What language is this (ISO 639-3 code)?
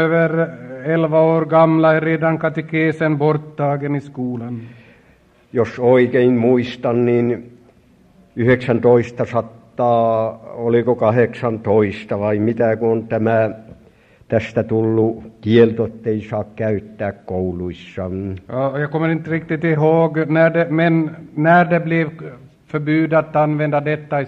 swe